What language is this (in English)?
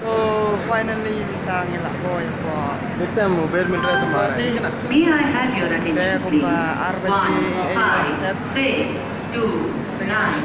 Khasi